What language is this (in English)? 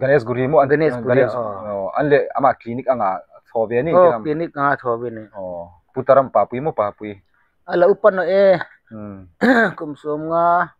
Hmar